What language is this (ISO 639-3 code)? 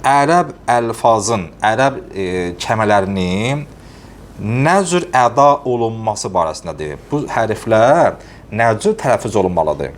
aze